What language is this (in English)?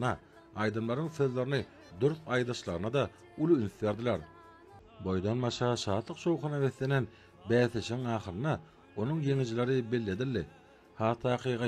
Turkmen